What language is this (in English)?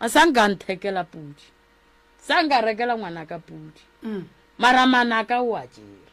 Northern Sotho